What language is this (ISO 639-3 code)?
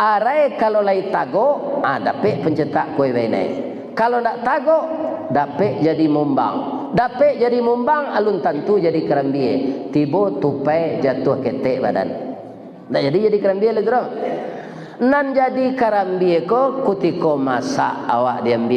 min